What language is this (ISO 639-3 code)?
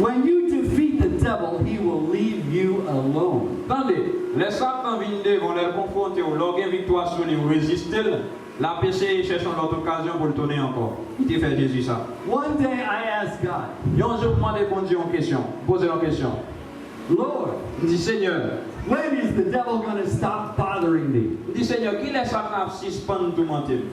hat